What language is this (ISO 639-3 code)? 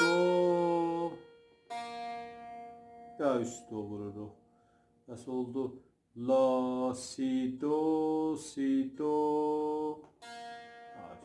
azb